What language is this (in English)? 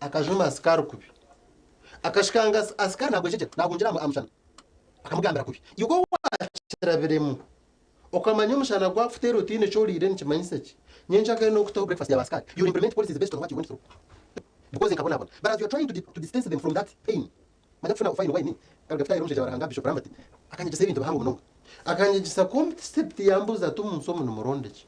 Nyankole